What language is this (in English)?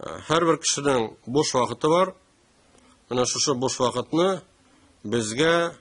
Tatar